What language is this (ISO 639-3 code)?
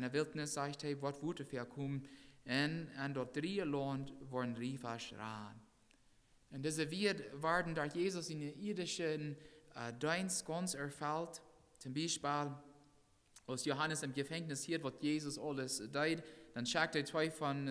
pdt